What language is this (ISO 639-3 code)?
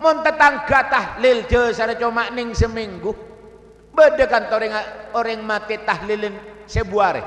mad